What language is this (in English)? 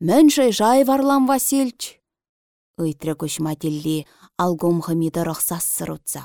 Chuvash